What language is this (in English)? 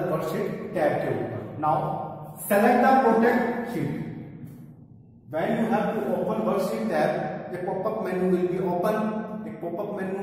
Hindi